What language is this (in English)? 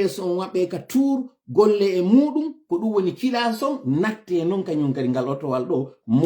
Fula